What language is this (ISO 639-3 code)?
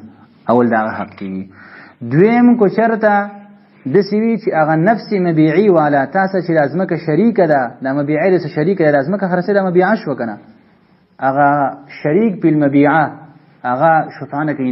pus